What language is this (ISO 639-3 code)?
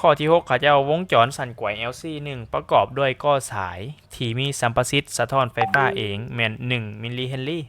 lao